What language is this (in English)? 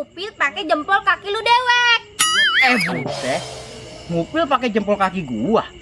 Betawi